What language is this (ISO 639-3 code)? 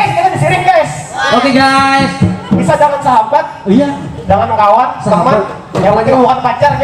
bjn